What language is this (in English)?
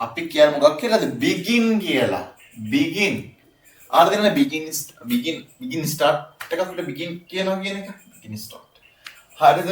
Sinhala